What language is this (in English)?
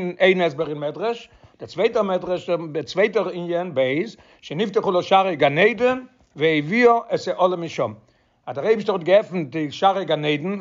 Yiddish